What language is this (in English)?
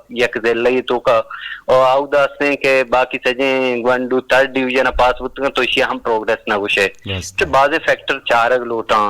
Eastern Balochi